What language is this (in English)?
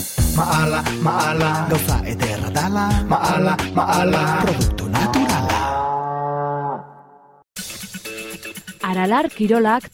Basque